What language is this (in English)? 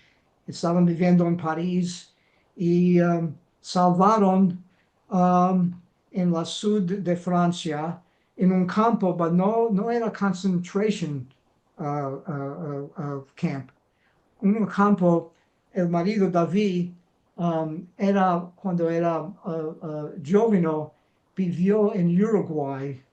Ladino